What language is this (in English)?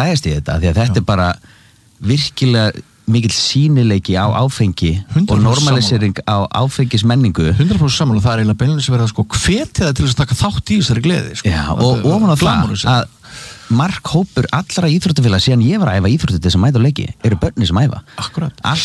Icelandic